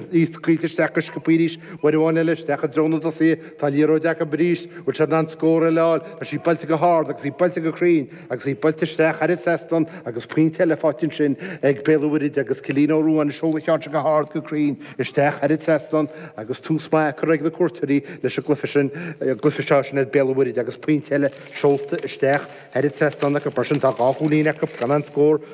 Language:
Irish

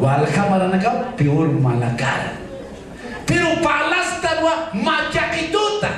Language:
Aymara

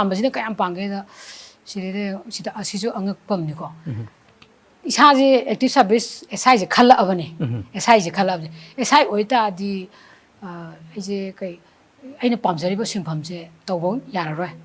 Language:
Manipuri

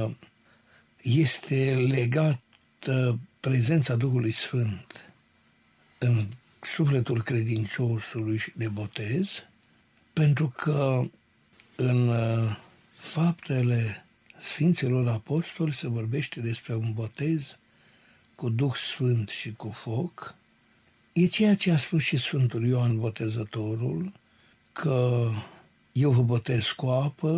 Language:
Romanian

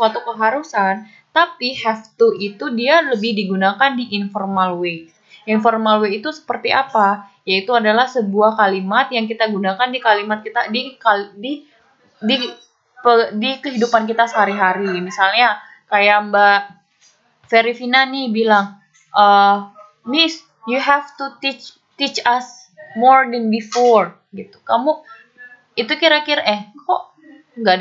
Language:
Indonesian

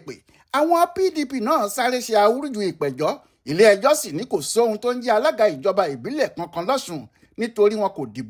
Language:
Yoruba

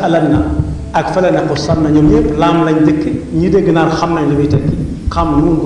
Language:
Wolof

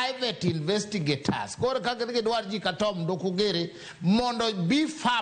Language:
Luo (Kenya and Tanzania)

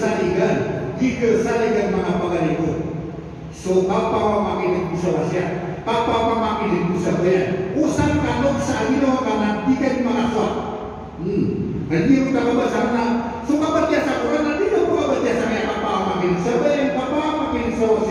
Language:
Maranao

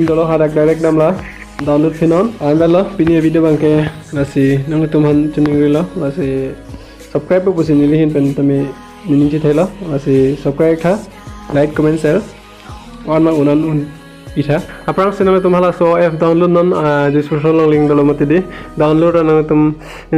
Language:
Karbi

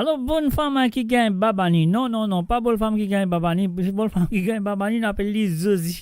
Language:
Morisyen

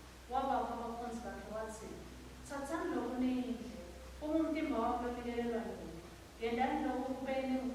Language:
Swati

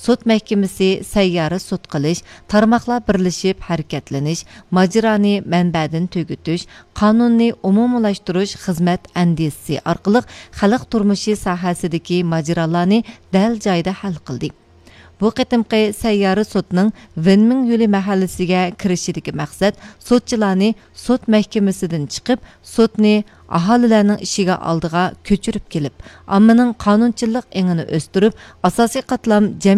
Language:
Uyghur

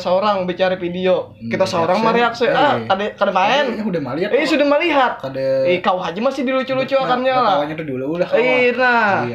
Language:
Banjar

